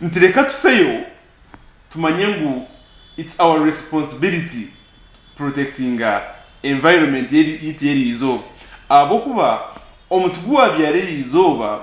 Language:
Nyankole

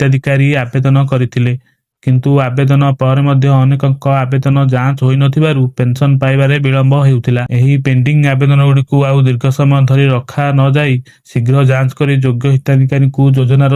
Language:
Odia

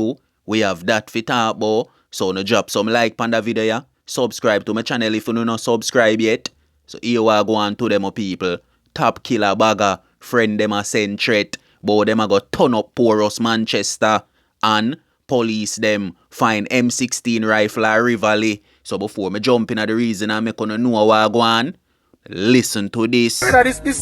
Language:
Jamaican Creole English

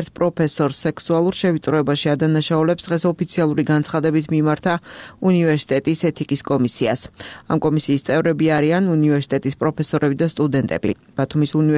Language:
Georgian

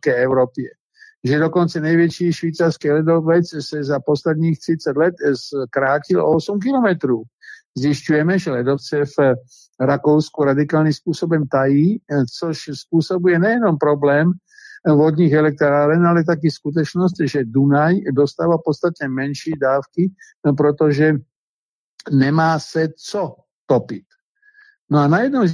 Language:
Czech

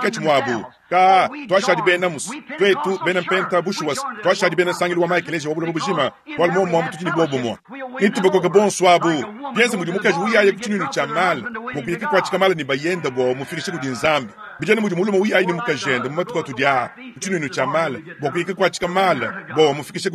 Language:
Luba-Lulua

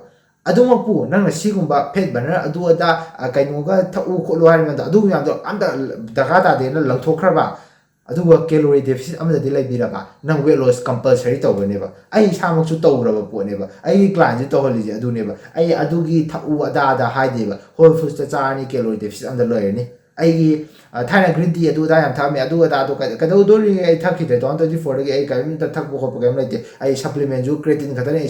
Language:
Manipuri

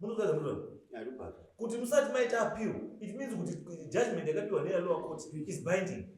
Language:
Shona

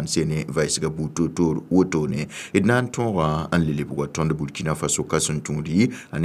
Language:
Mossi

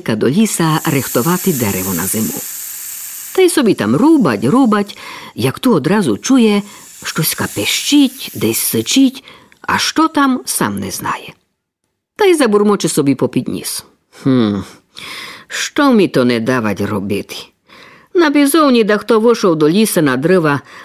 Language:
Rusyn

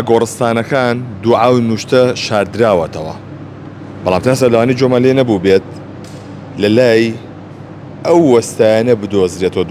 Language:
Central Kurdish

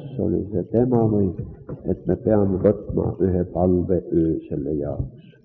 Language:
Estonian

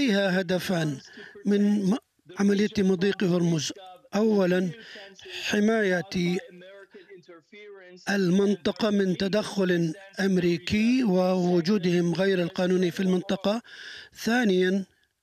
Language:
Arabic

